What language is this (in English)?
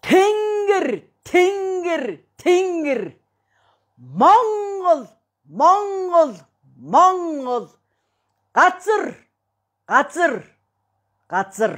Mongolian